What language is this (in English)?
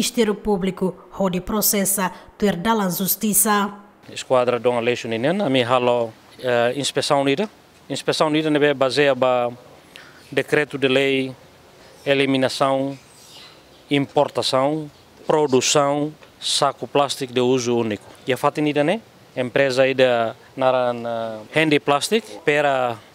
Tetum